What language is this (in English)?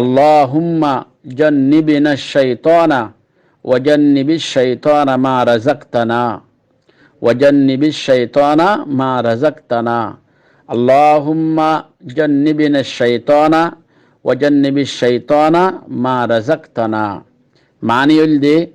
Rohingya